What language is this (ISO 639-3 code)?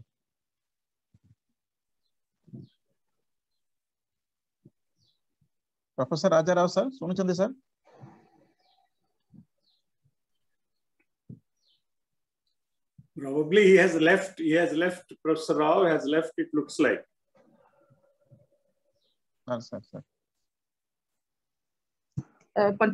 ori